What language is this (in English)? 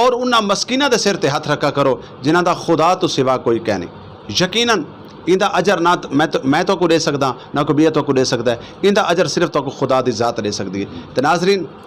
Saraiki